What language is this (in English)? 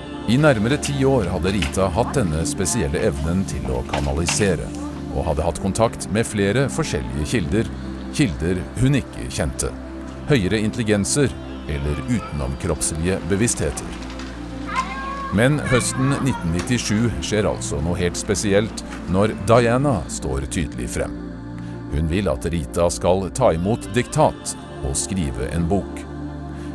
Norwegian